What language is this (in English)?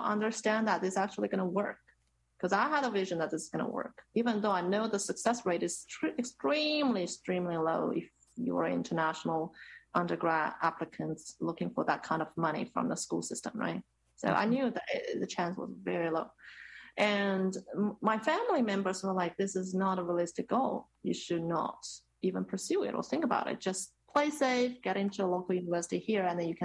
English